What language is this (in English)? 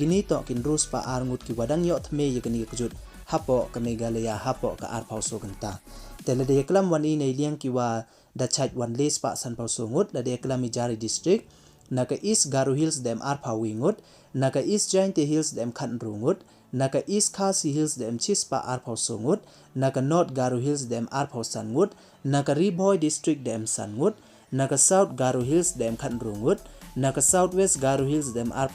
Pnar